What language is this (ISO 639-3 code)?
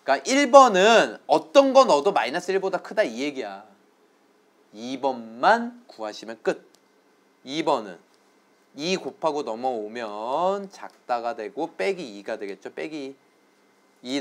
kor